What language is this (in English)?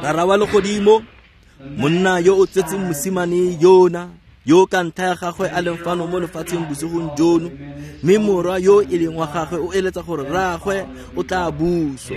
Tswana